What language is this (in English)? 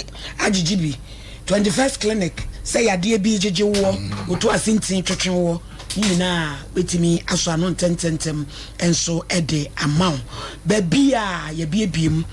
Akan